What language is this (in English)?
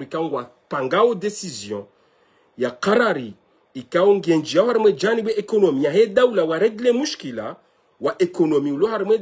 Ngazidja Comorian